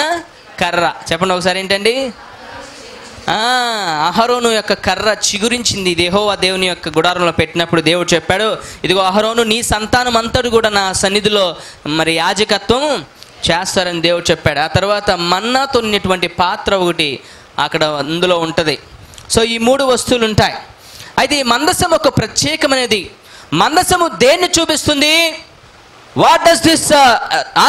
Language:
Telugu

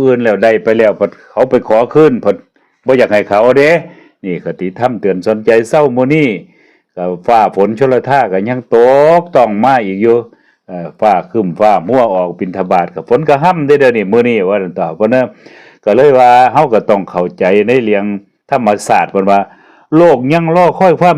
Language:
Lao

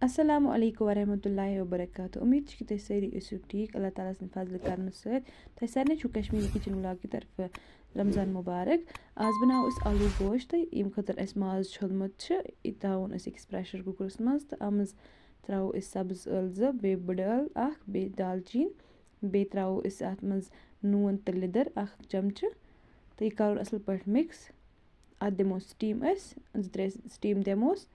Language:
Kashmiri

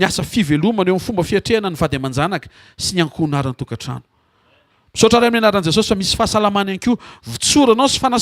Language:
Malagasy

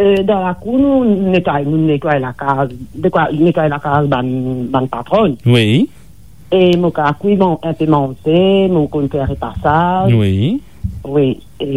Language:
Morisyen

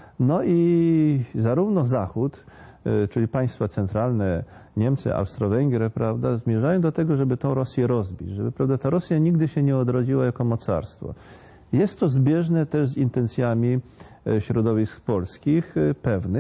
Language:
Polish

